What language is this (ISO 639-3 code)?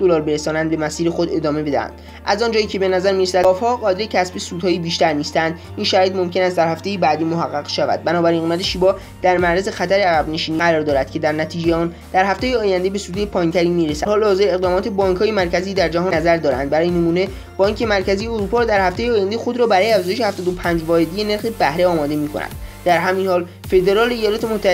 fas